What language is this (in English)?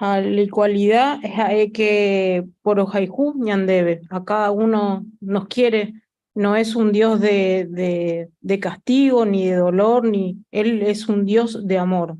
Guarani